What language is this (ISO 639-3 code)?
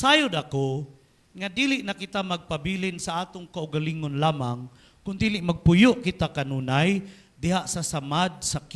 ceb